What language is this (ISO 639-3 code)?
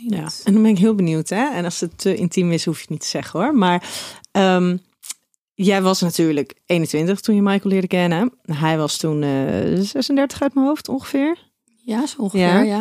nld